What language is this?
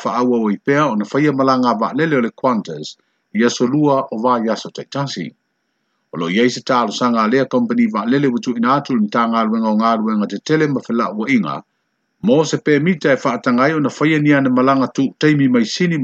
Samoan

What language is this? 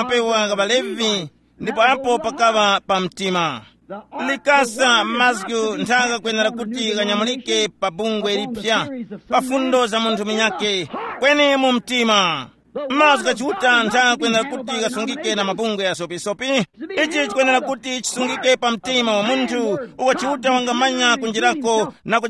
Tumbuka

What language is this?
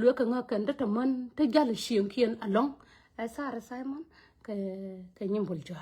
Nuer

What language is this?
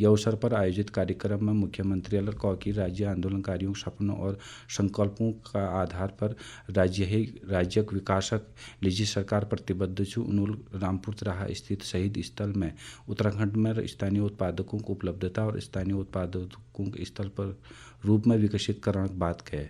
Garhwali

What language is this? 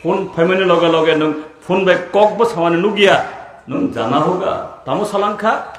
Kok Borok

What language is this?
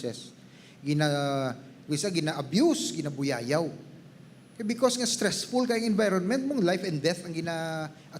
Hiligaynon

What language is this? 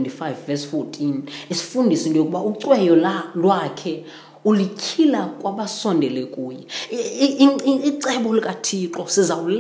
Xhosa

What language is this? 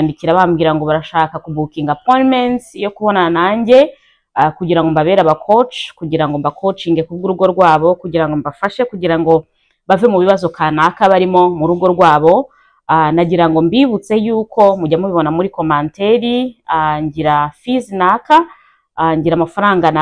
Kinyarwanda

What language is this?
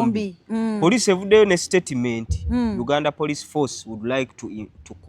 Ganda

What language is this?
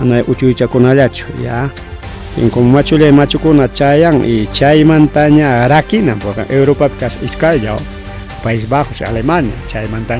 Ayacucho Quechua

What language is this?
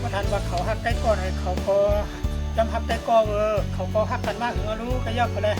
Shan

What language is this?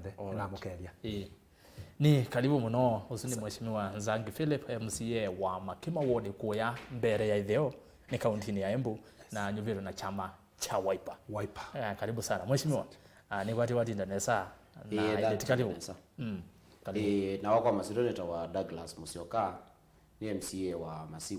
Kamba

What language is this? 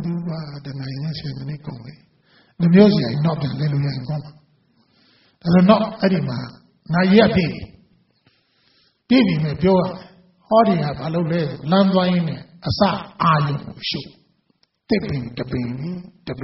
Burmese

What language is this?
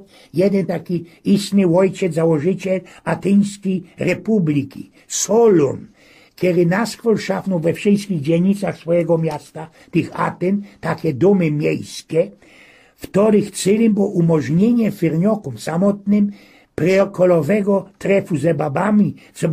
Silesian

